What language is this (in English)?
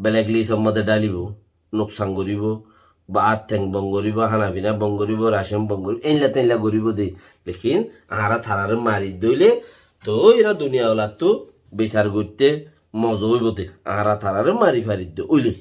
Rohingya